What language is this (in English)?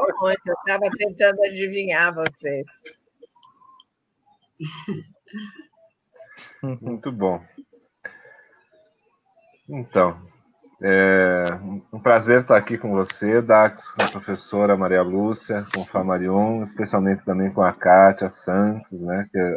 Portuguese